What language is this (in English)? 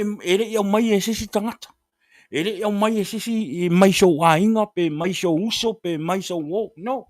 Samoan